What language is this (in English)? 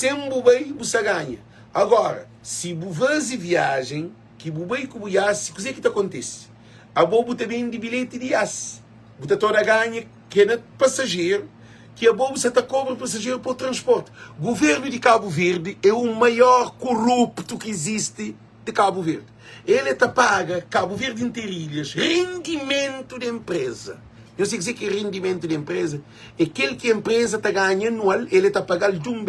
Kabuverdianu